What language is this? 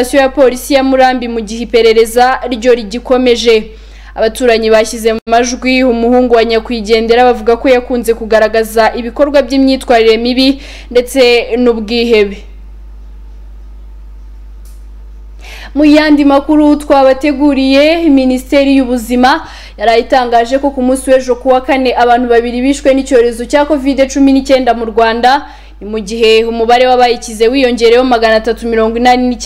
Kinyarwanda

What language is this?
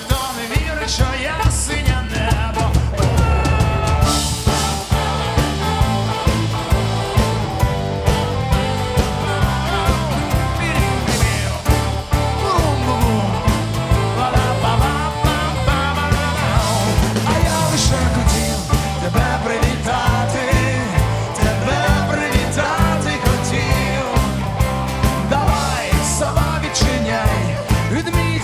Ukrainian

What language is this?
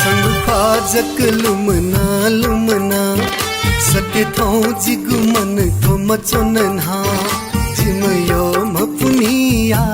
Newari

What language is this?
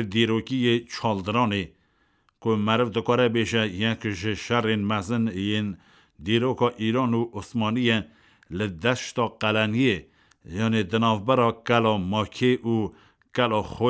Kurdish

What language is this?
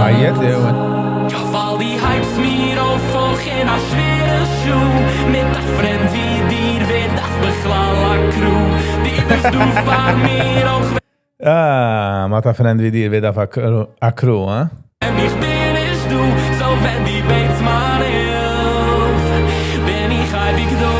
Yiddish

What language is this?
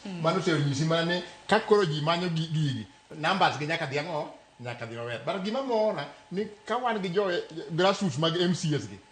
Luo (Kenya and Tanzania)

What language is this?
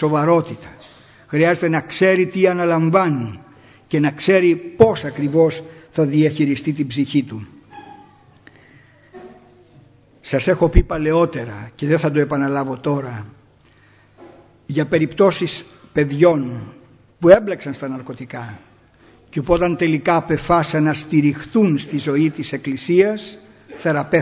Greek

